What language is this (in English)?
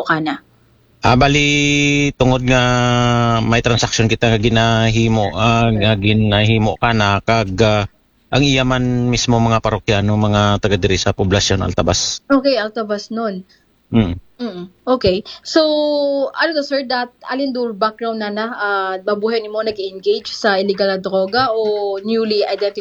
Aklanon